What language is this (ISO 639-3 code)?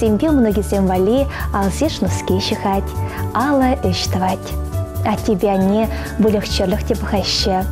chv